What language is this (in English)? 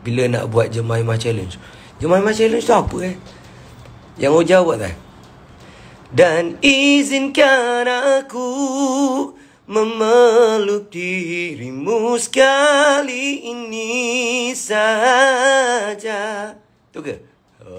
Malay